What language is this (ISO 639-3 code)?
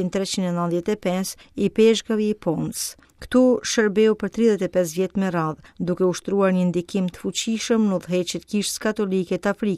sqi